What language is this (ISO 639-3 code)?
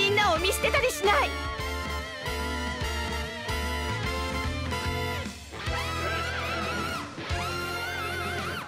jpn